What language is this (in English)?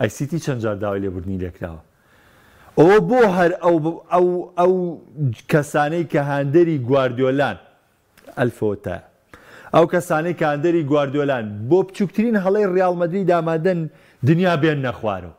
Central Kurdish